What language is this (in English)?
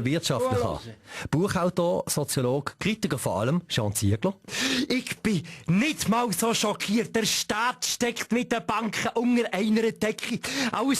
Swiss German